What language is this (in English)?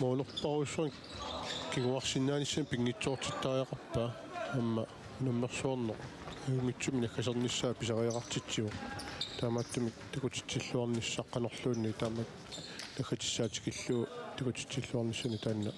Kalaallisut